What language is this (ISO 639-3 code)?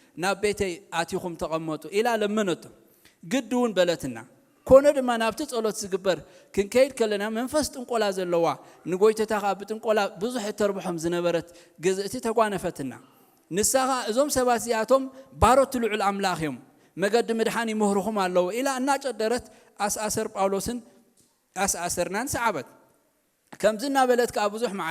tir